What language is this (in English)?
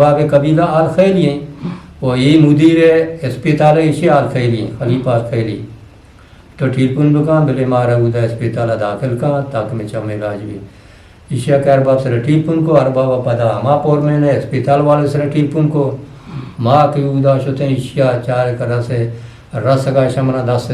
Eastern Balochi